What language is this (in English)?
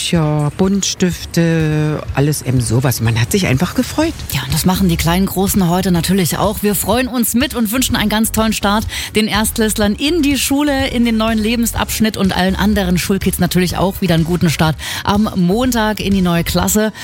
German